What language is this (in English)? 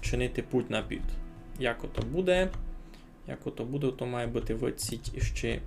Rusyn